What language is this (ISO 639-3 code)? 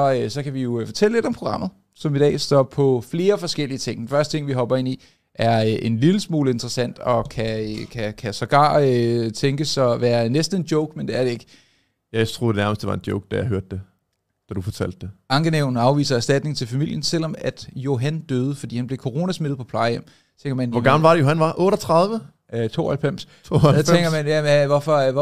dan